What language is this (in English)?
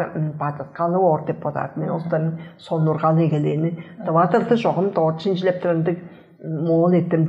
Tuvinian